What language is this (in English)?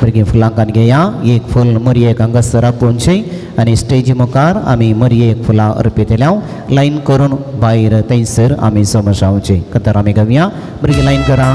Konkani